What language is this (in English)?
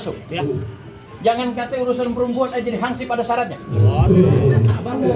Betawi